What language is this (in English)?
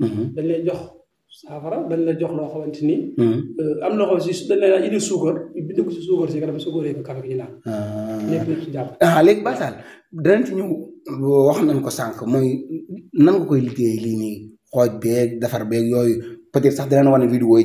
Wolof